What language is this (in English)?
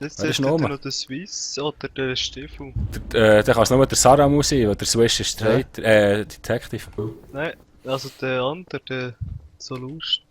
Swiss German